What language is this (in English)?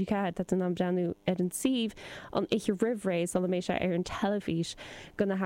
Irish